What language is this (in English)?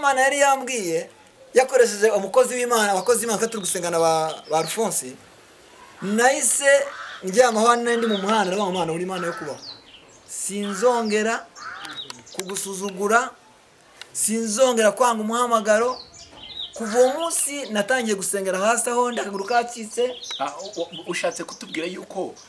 Kinyarwanda